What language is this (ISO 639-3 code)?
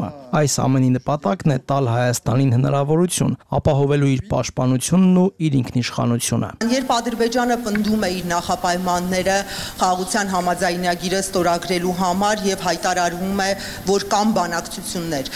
hye